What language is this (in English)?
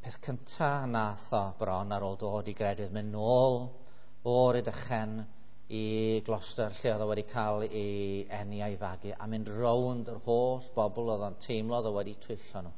Welsh